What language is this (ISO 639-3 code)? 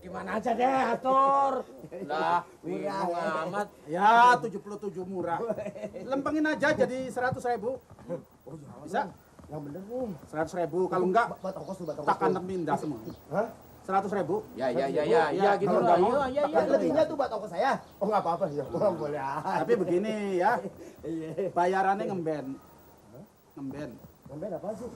bew